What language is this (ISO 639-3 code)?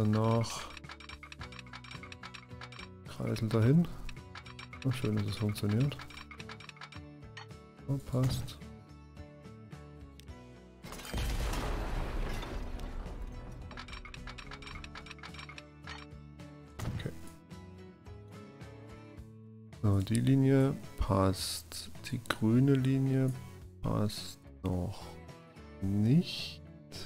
deu